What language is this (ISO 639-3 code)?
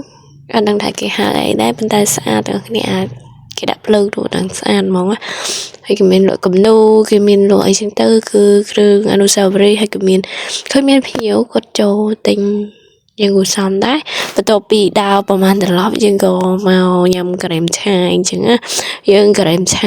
khm